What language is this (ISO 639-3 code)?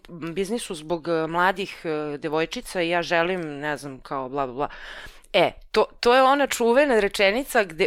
srp